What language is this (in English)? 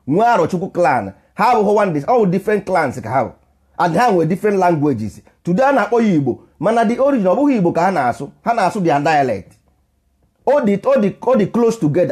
Igbo